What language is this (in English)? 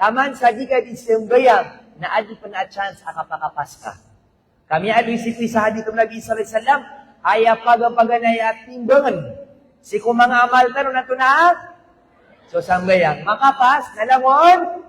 Maranao